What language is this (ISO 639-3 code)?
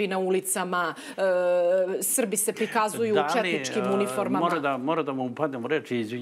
srp